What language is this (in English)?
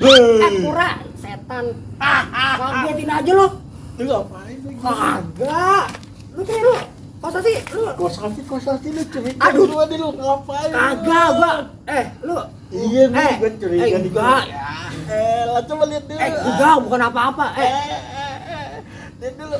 Betawi